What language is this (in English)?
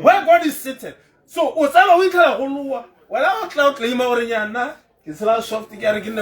Tswana